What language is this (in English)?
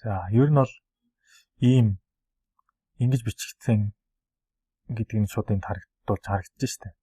Mongolian